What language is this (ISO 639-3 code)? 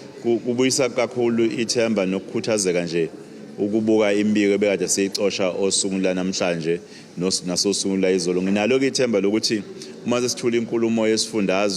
zul